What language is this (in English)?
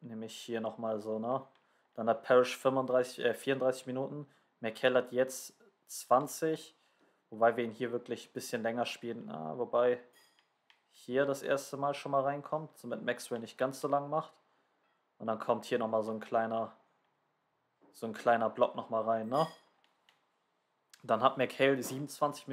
German